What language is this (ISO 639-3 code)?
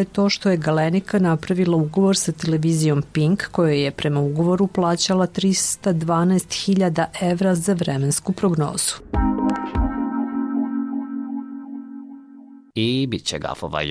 srp